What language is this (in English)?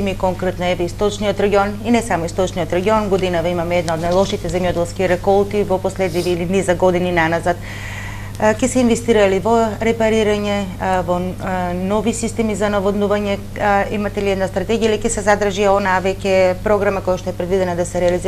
Macedonian